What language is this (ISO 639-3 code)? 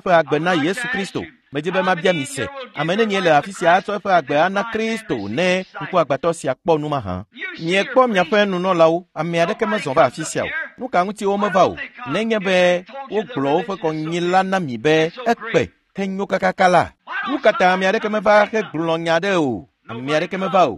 ewe